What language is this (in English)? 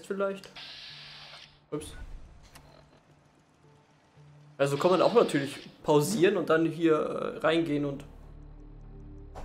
German